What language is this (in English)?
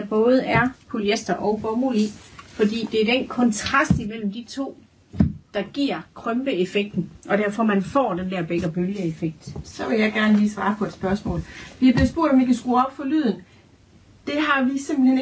Danish